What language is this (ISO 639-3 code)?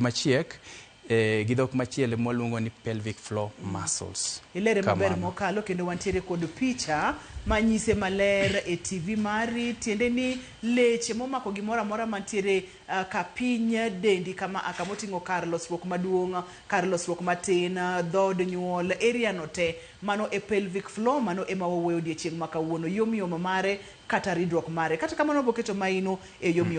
luo